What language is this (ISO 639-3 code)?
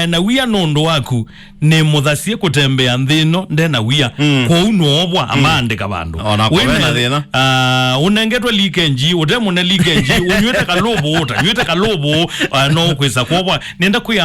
kam